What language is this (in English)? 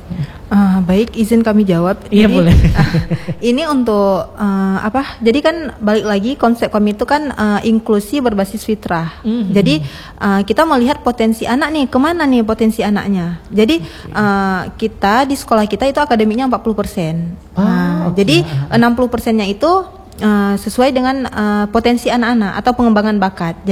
Indonesian